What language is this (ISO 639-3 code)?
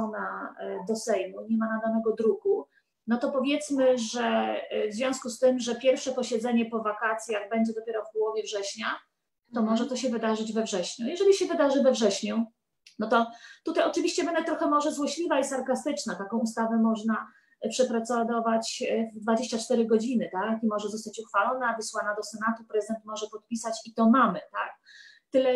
pol